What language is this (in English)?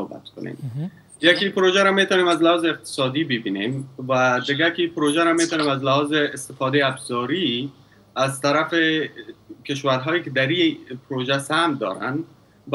Persian